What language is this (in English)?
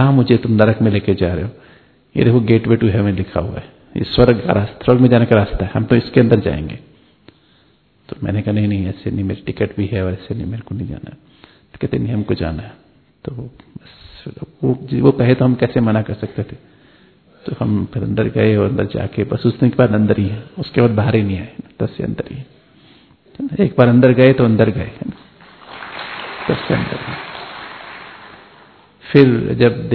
Hindi